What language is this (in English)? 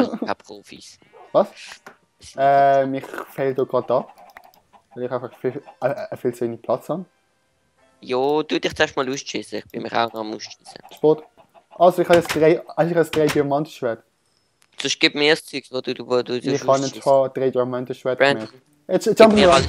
Swiss German